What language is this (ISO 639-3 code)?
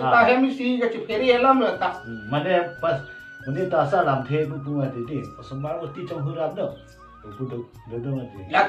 mjw